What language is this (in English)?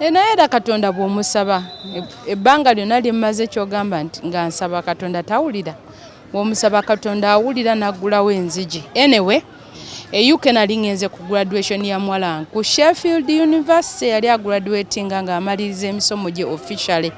Ganda